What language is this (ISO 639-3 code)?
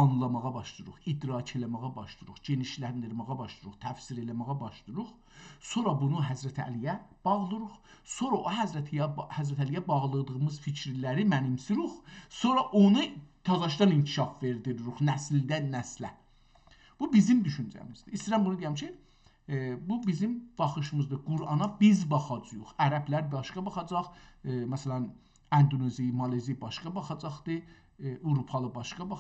azb